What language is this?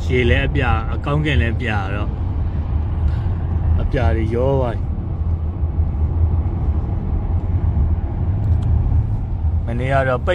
Burmese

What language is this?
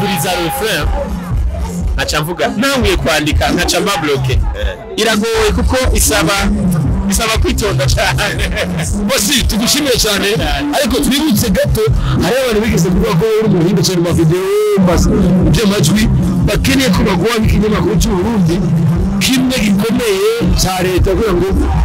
Kinyarwanda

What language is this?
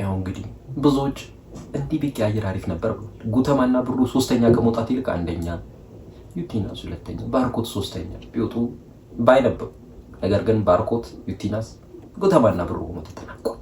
Amharic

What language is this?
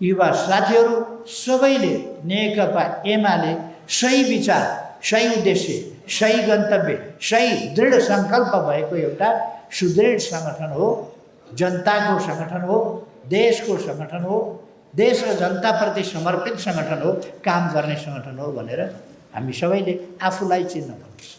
Nepali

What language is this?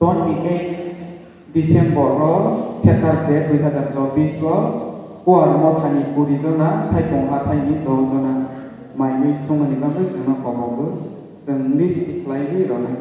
Kok Borok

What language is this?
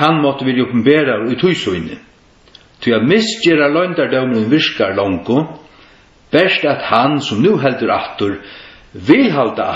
Faroese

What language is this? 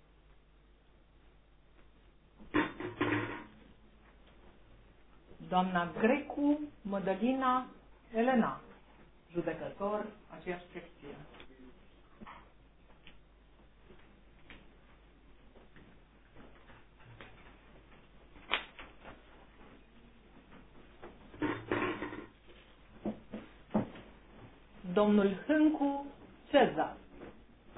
Romanian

